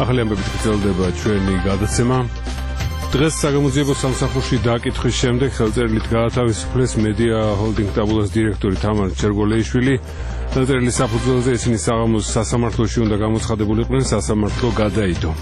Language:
Georgian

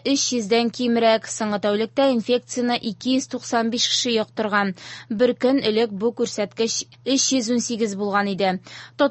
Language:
Tatar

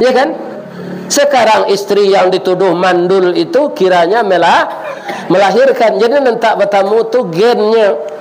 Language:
Minangkabau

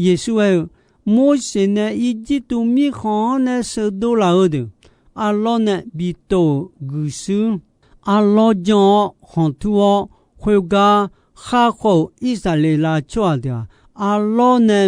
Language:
Akha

